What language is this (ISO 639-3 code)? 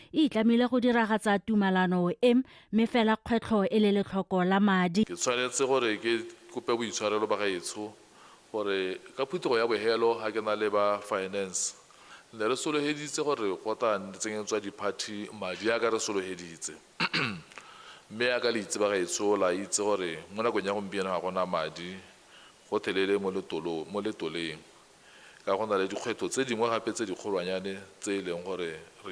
tsn